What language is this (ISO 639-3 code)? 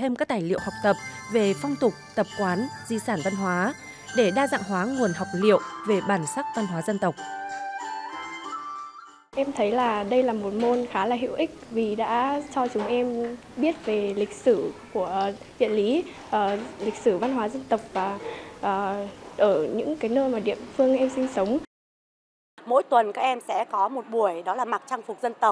vie